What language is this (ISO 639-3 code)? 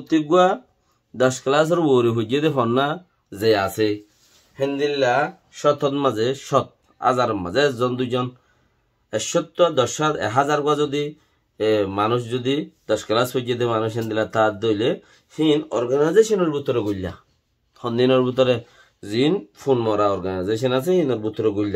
rhg